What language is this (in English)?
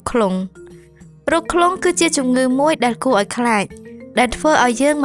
Khmer